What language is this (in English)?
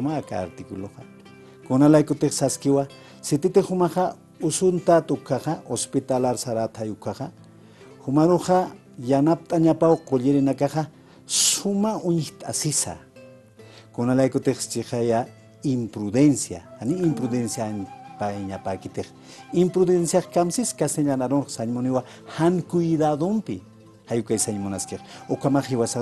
Aymara